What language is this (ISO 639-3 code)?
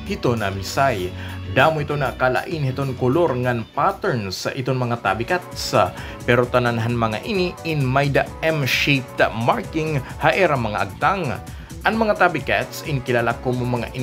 war